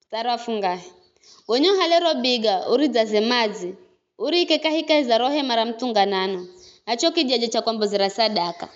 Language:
Giryama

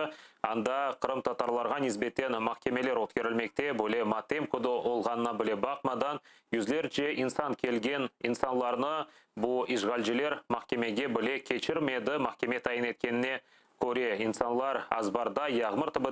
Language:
Crimean Tatar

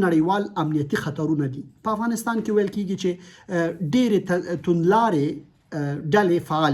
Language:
Pashto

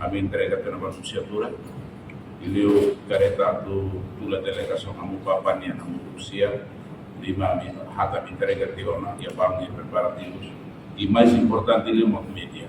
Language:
Tetum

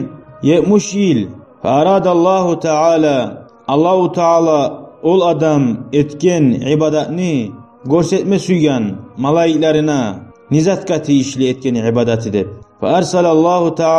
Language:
Kumyk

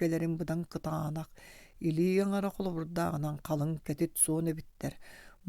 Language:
Yakut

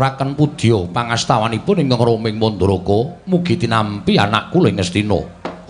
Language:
Javanese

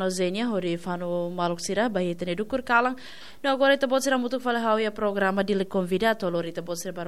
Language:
Tetum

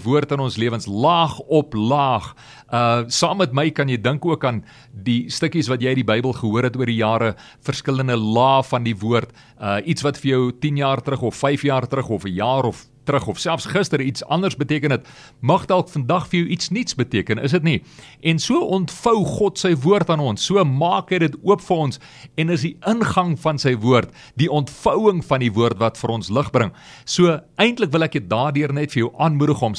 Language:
Afrikaans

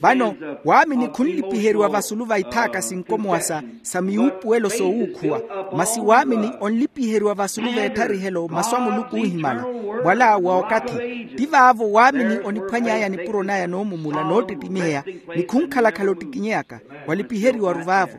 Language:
Makhuwa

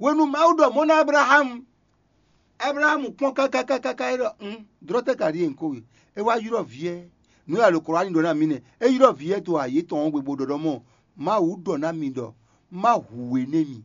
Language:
Fon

